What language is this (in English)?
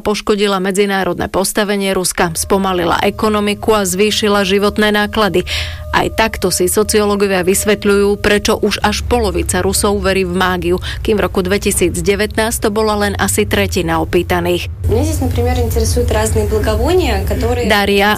Slovak